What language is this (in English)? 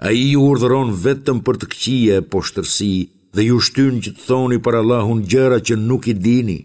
Albanian